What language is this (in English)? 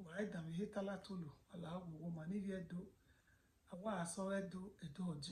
Bini